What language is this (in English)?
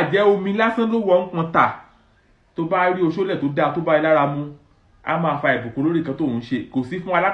Yoruba